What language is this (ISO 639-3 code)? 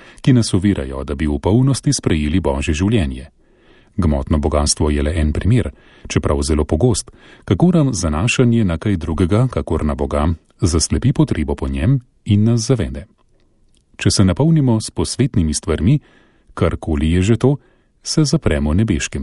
slv